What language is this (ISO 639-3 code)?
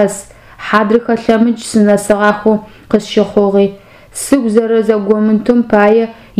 ady